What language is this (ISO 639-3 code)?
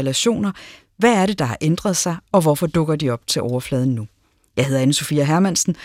dan